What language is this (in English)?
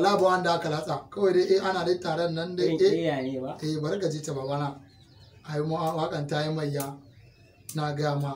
Hausa